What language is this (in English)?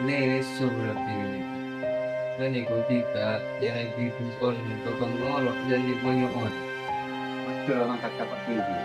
Madurese